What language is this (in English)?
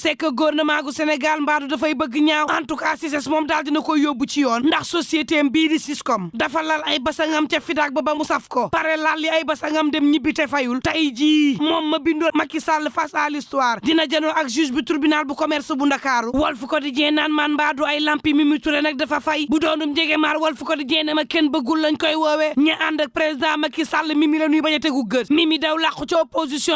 Wolof